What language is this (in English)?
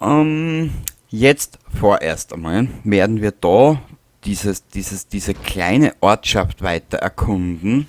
Bavarian